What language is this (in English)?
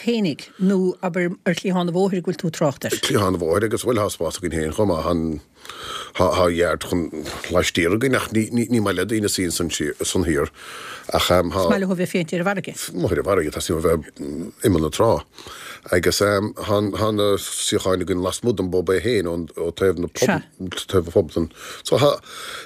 Irish